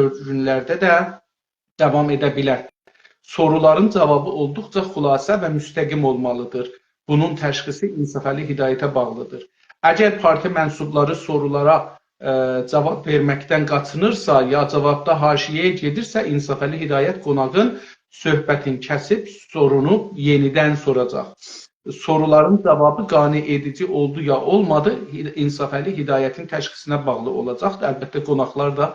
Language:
South Azerbaijani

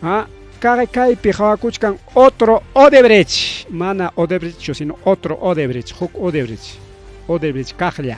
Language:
Ayacucho Quechua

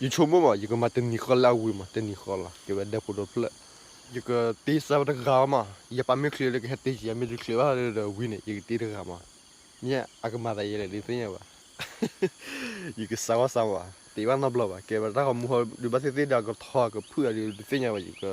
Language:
S'gaw Karen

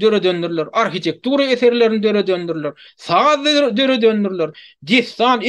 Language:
Turkmen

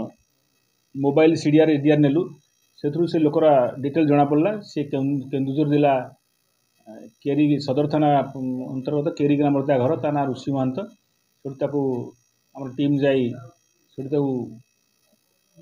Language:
Odia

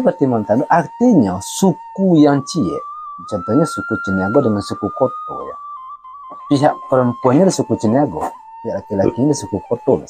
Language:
Minangkabau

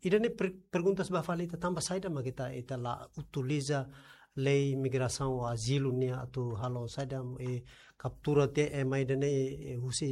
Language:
Tetum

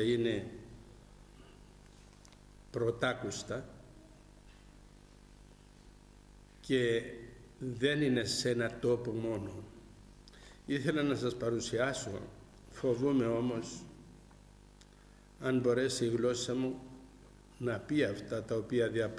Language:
Greek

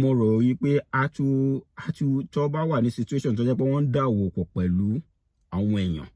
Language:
Yoruba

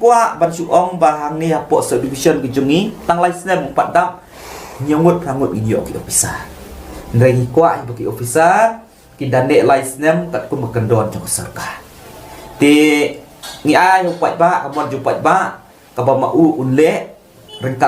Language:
Khasi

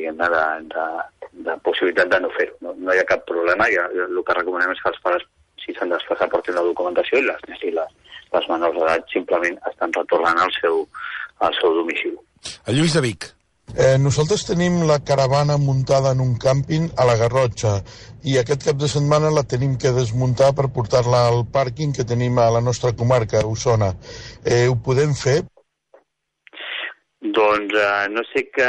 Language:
Catalan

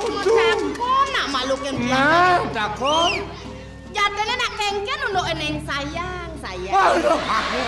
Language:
Balinese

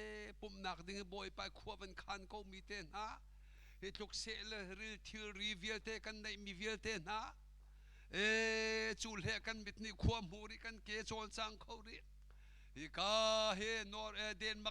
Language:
Hakha Chin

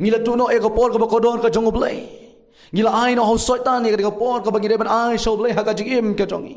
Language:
Khasi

